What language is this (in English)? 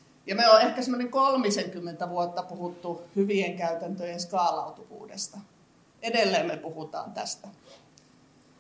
Finnish